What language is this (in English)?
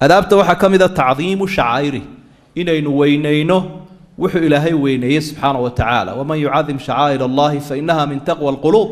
Somali